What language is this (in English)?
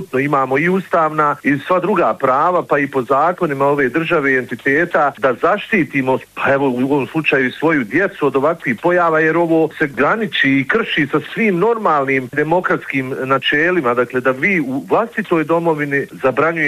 Bosnian